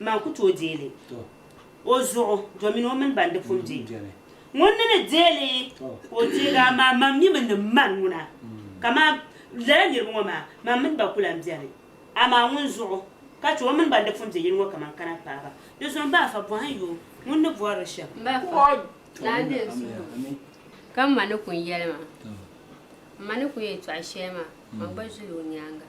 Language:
Dagbani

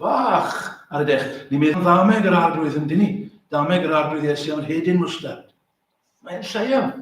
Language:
Welsh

